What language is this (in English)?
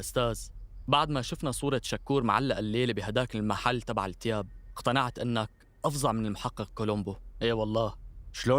North Levantine Arabic